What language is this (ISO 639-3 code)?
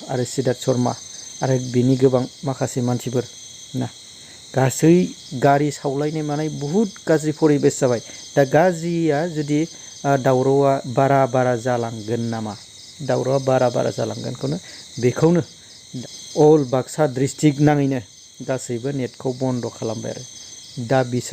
brx